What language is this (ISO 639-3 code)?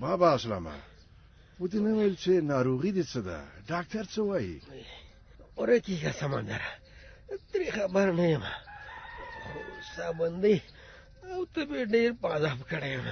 pus